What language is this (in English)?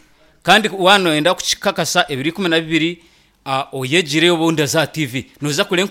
Nyankole